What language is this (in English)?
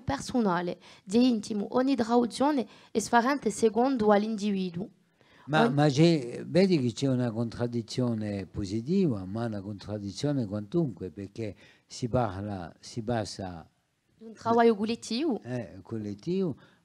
Corsican